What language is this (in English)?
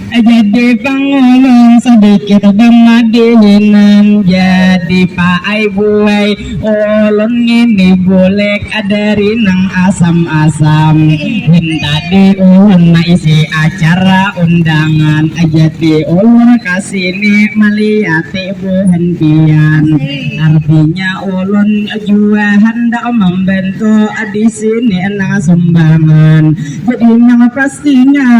Banjar